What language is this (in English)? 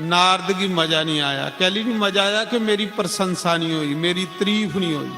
Dogri